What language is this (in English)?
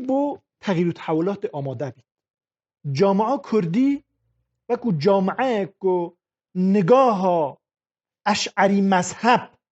Kurdish